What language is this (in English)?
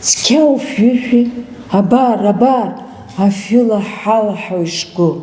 Abkhazian